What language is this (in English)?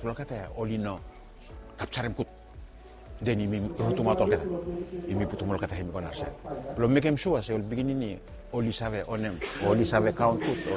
Bislama